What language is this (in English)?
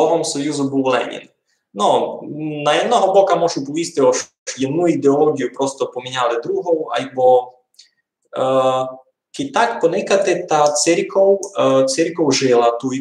Rusyn